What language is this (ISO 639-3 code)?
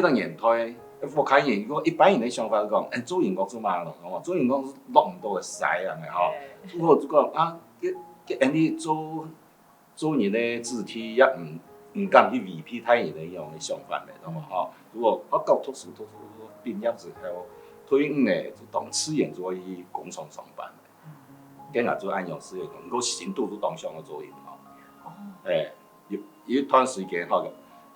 hak